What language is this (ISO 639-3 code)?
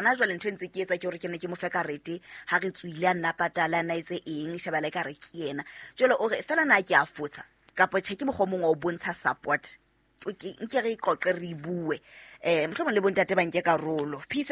sot